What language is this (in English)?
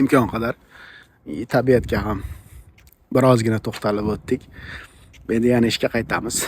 Uzbek